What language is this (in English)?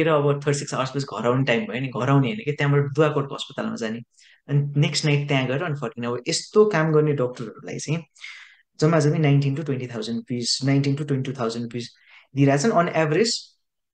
Nepali